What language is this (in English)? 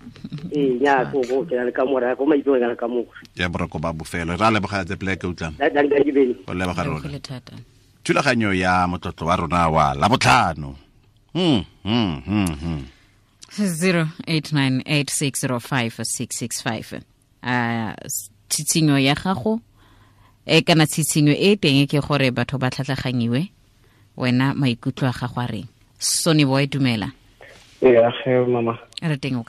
Tswana